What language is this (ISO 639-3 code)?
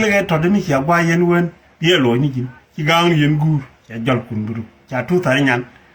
nus